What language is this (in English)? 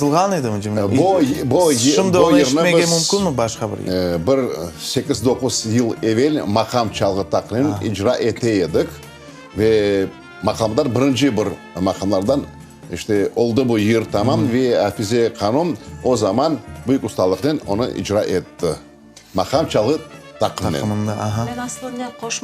Crimean Tatar